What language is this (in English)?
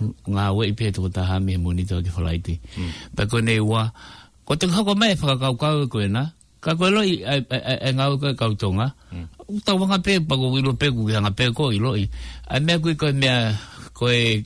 Tongan